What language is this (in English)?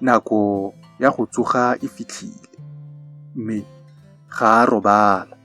Tswana